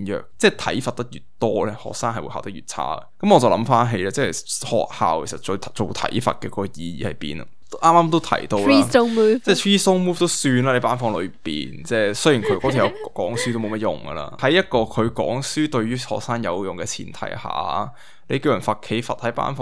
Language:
Cantonese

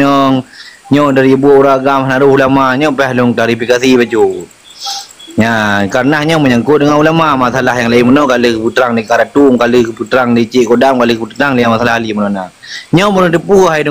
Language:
Achinese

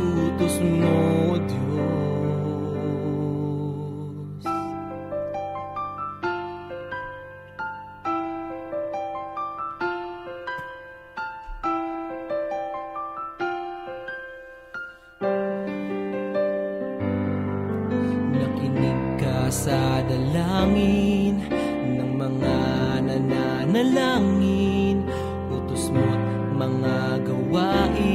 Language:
Filipino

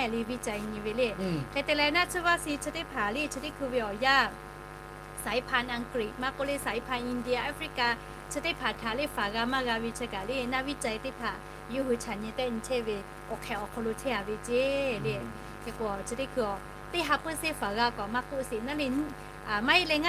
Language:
Lahu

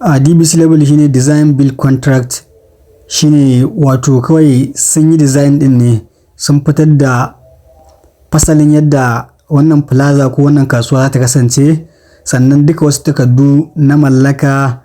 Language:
Hausa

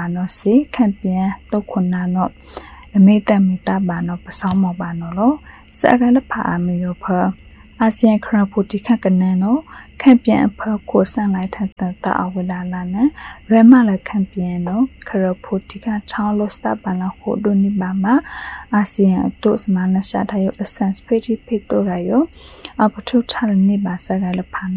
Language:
Burmese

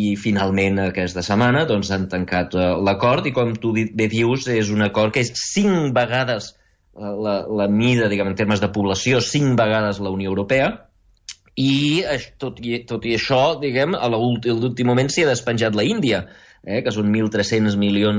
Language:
Catalan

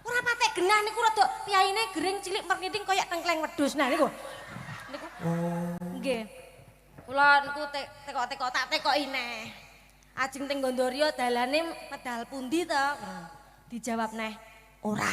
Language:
Javanese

